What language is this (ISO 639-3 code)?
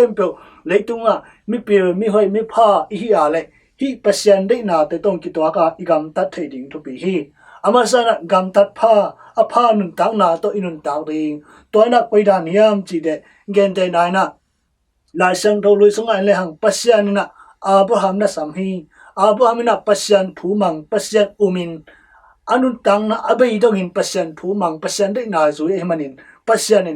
ctd